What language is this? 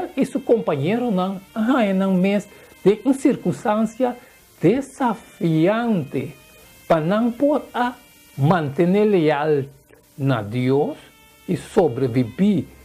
Papiamento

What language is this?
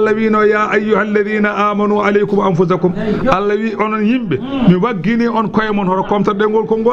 Fula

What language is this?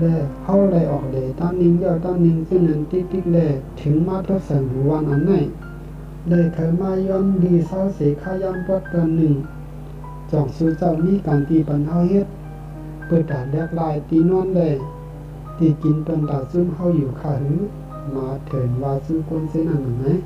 Shan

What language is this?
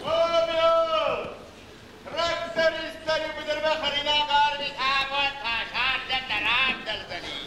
Ossetic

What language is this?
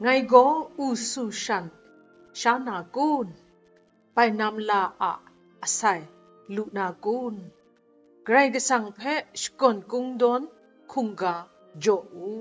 Kachin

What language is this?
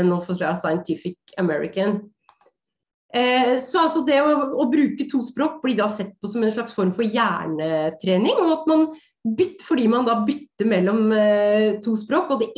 Norwegian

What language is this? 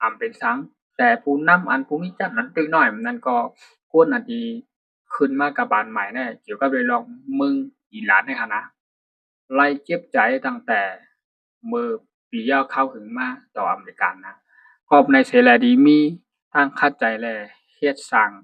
Shan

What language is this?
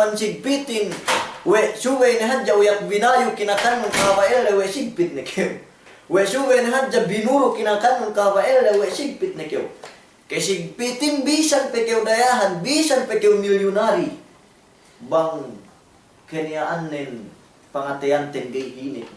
Yakan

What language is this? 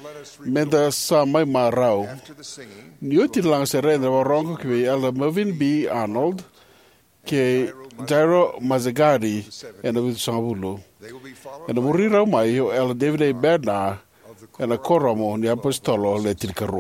Fijian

